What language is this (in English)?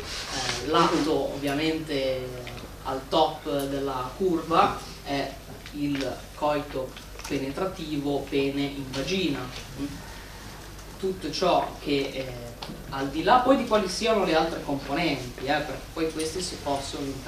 Italian